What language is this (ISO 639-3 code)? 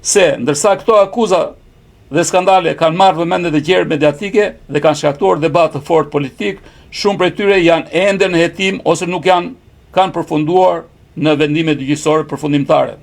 sqi